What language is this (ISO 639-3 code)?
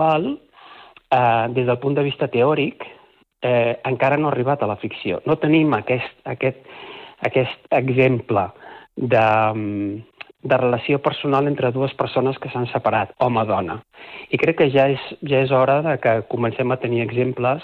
cat